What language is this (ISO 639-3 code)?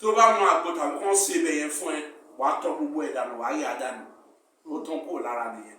yor